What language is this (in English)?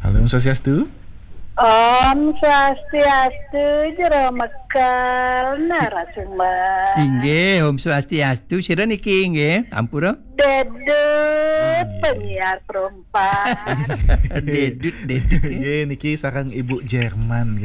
Balinese